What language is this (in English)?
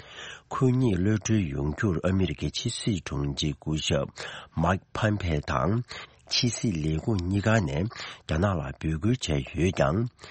Tibetan